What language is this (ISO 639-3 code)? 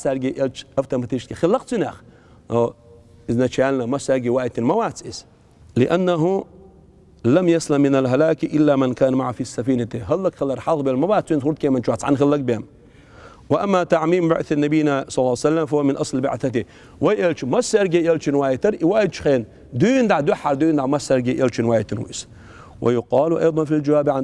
che